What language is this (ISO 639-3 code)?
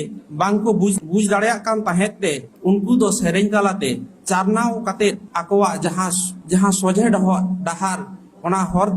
sat